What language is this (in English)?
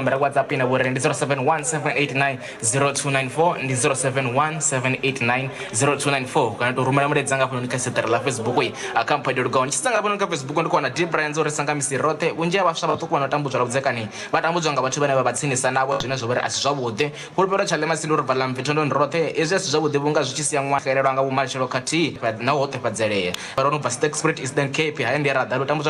Venda